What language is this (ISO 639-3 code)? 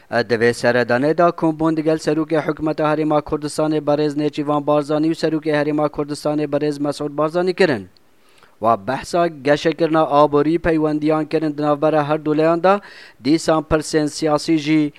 kur